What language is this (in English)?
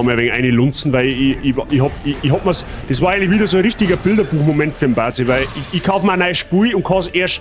Bavarian